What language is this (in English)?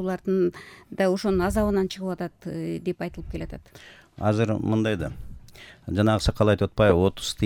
Kyrgyz